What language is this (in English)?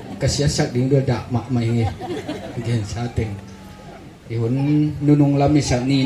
Tedim Chin